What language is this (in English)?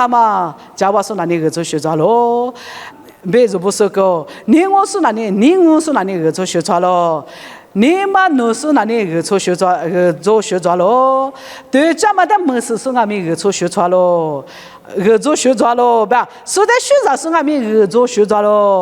Lisu